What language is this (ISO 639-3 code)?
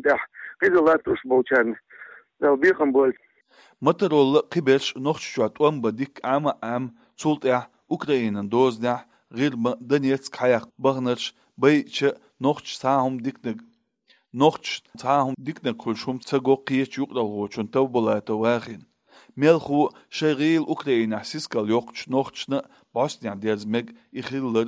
che